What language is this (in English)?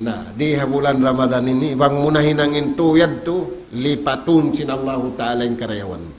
Tausug